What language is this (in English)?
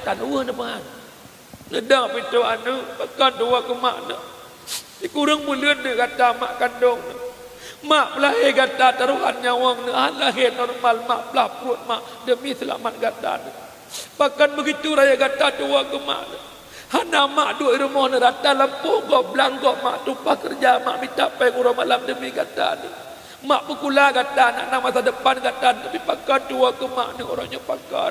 Achinese